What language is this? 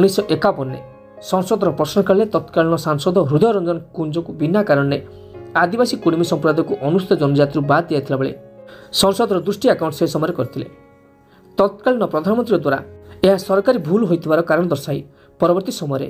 Odia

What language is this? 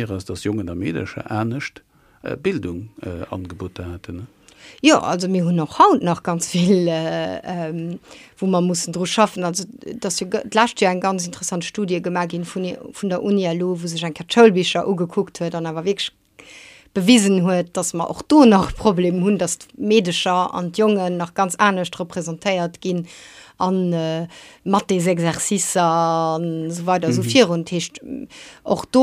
Luxembourgish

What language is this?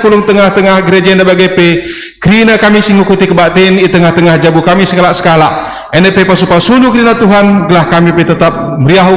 Batak Karo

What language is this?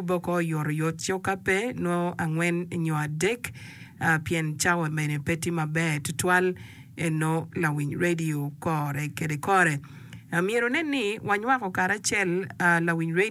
Acoli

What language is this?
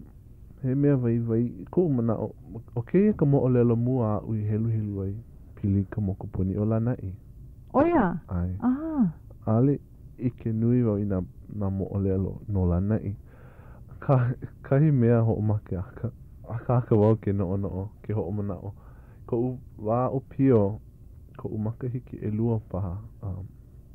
Hawaiian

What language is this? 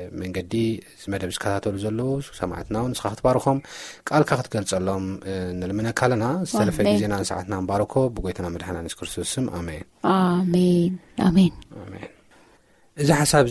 Tigrinya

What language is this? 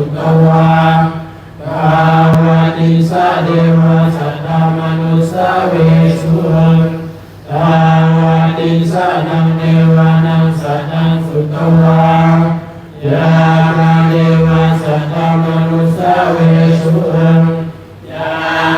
Pali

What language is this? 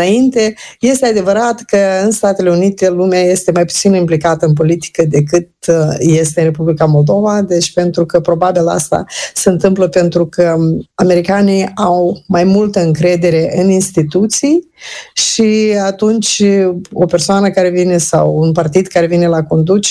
Romanian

